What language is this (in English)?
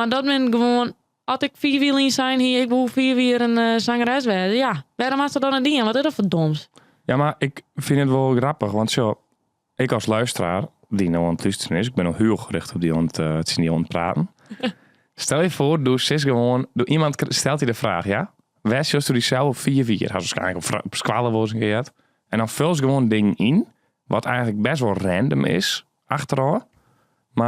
Western Frisian